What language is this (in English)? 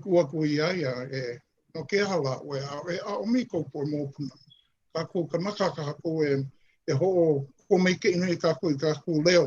Hawaiian